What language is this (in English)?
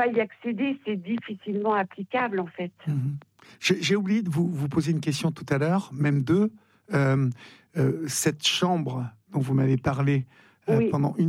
French